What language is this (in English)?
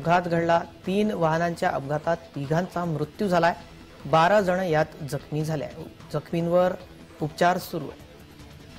Marathi